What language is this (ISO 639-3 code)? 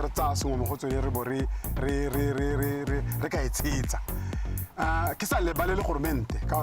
tsn